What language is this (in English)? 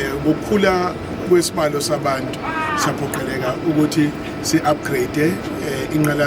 Zulu